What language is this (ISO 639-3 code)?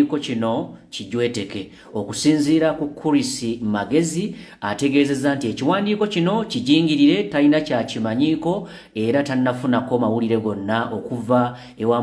lug